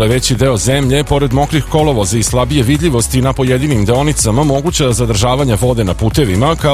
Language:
Serbian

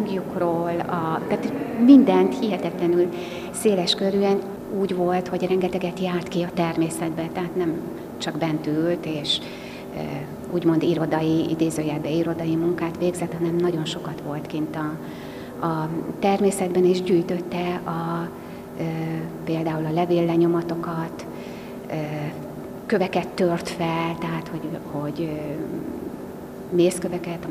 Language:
Hungarian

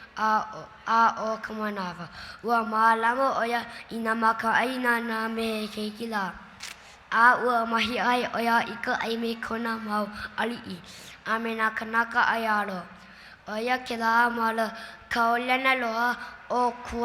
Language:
Hawaiian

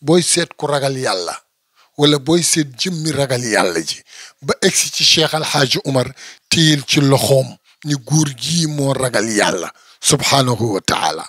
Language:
Wolof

